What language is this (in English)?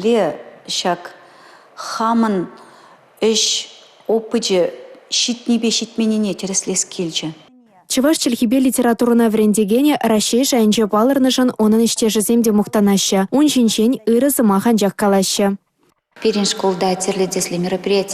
Chuvash